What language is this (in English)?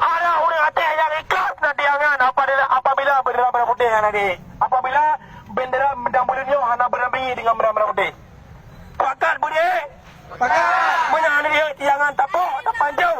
Achinese